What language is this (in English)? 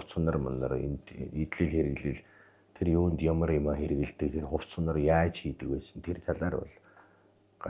Mongolian